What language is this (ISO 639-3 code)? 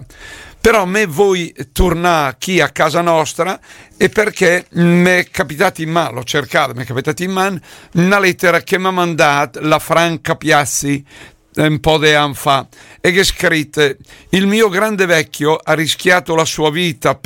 lmo